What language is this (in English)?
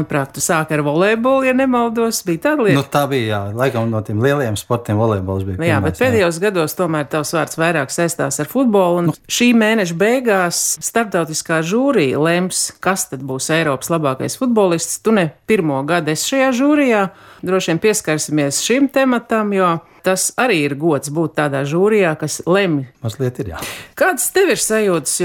Latvian